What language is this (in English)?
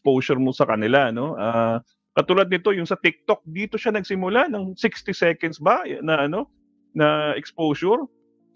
Filipino